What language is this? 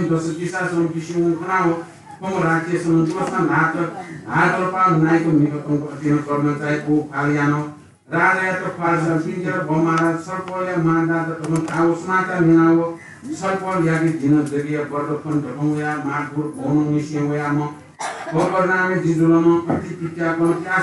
Newari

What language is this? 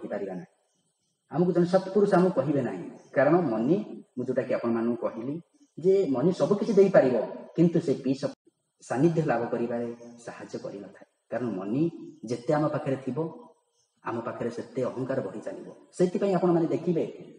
Odia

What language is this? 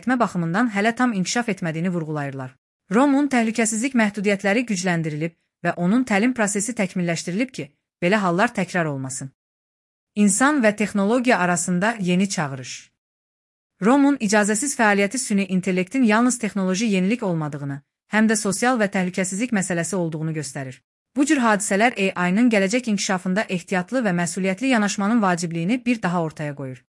Azerbaijani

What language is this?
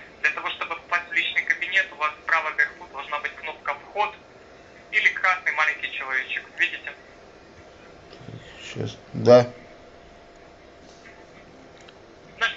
Russian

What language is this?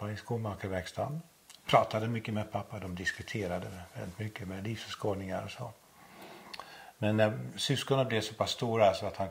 Swedish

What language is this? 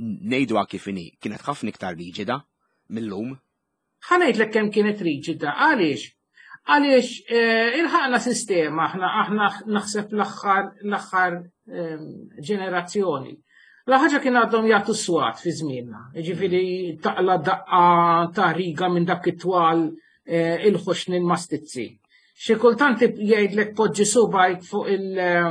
Maltese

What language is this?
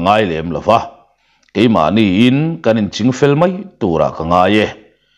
Mizo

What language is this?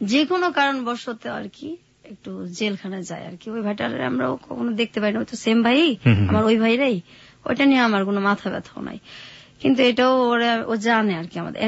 Bangla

